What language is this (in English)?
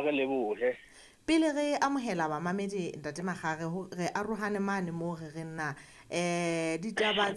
Southern Sotho